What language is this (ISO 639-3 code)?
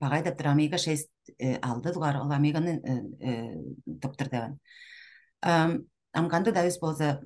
tyv